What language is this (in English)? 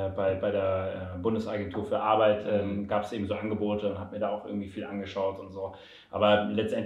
German